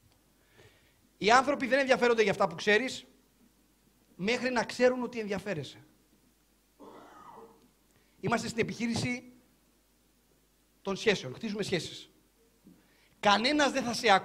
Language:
Greek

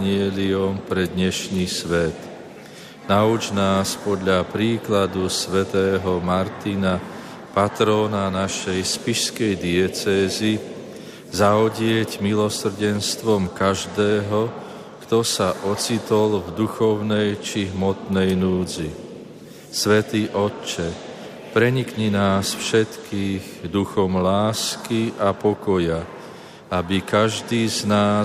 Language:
Slovak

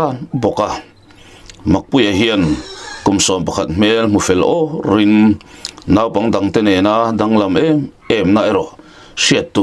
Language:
Mizo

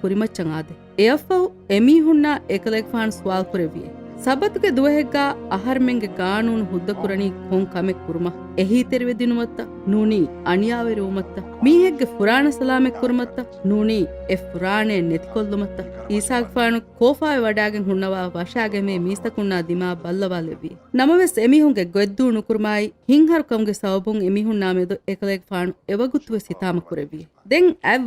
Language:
Divehi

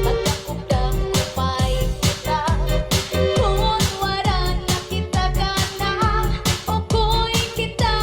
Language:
Waray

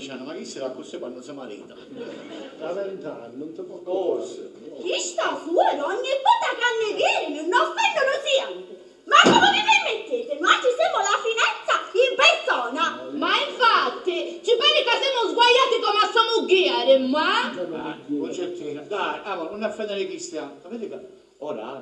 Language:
Sicilian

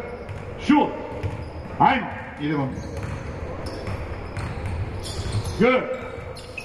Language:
Serbian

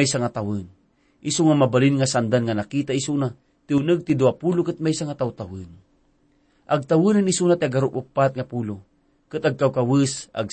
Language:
Iloko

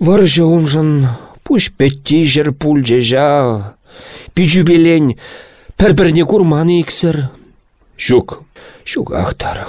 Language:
Chuvash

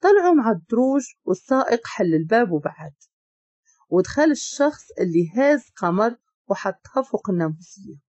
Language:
Moroccan Arabic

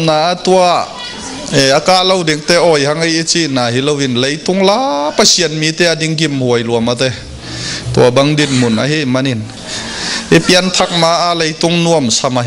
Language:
Tedim Chin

